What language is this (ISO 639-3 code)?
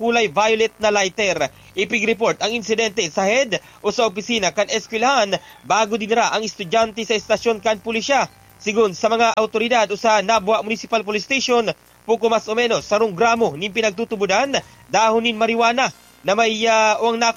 bik